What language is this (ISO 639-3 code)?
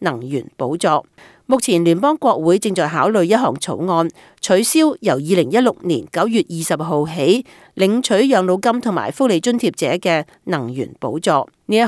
yue